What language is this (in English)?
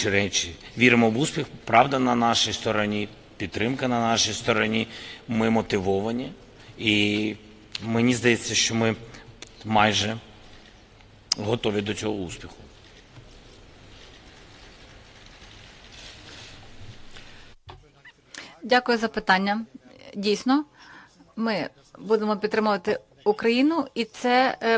Ukrainian